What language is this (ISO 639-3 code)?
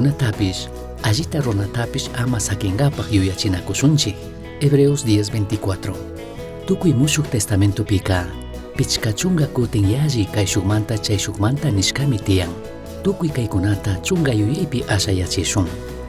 qug